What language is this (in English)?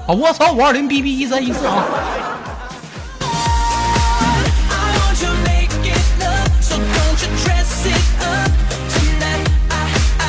Chinese